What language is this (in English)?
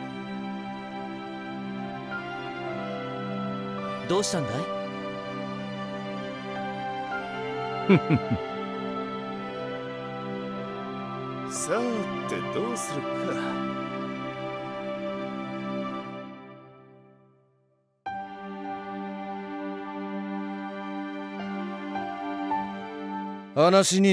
Japanese